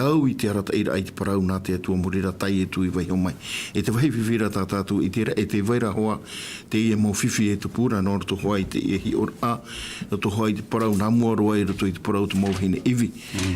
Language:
Tahitian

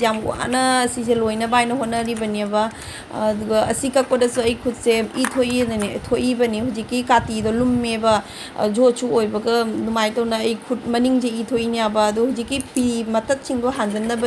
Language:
Manipuri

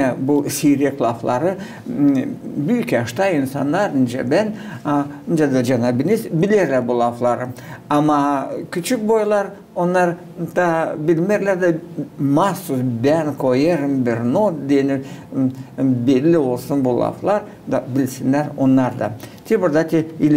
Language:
Gagauz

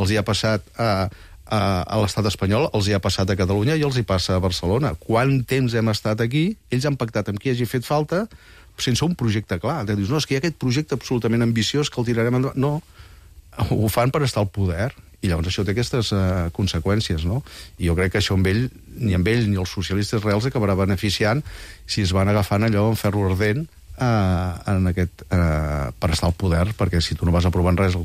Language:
Catalan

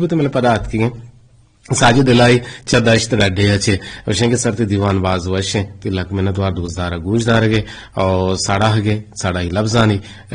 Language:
Eastern Balochi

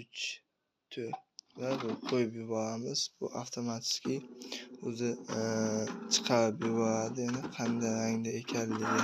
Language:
Uzbek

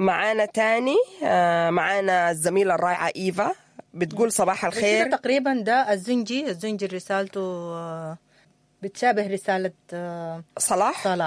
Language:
Sudanese Arabic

